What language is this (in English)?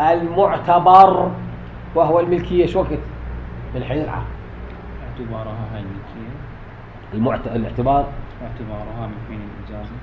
Mesopotamian Arabic